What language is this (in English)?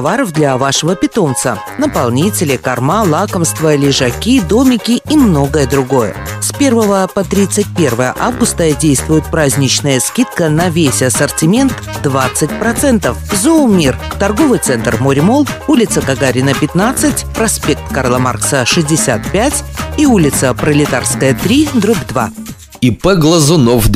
Russian